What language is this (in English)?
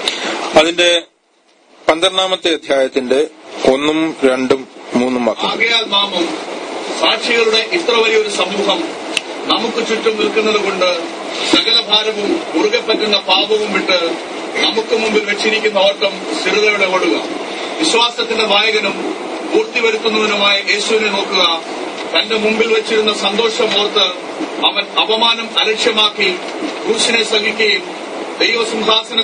Malayalam